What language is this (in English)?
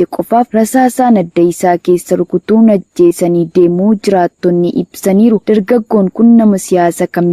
Oromo